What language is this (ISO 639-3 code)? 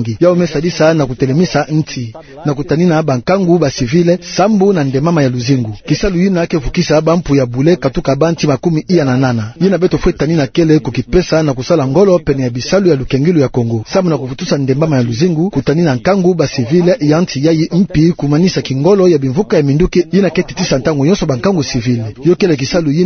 ktu